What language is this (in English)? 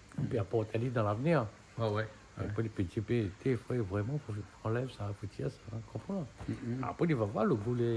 Réunion Creole French